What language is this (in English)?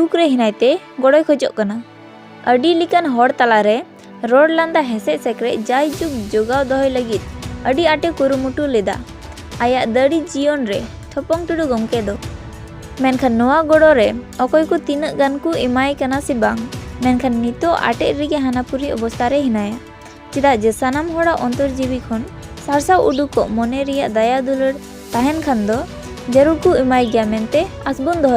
Santali